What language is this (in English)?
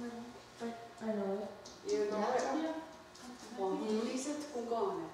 Mohawk